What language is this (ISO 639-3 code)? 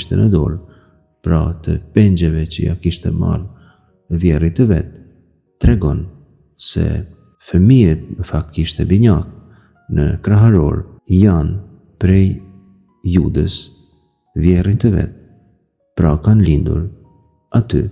sqi